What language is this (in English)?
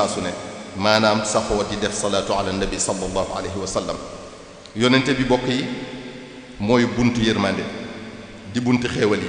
Wolof